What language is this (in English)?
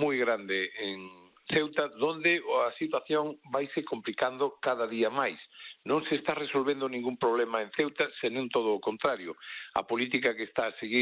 Galician